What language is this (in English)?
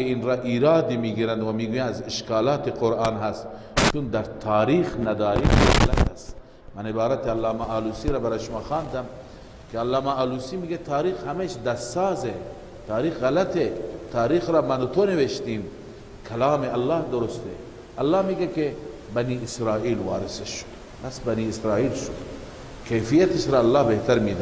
Persian